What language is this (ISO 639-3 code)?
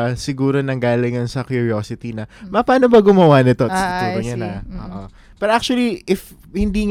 fil